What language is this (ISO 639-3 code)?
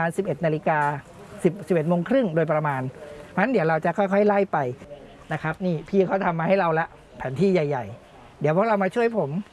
tha